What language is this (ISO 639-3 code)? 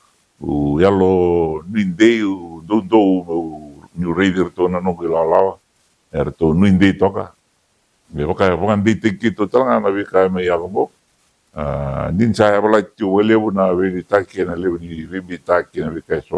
fij